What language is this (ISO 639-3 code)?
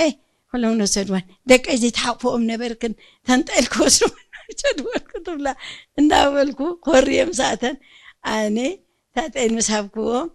tir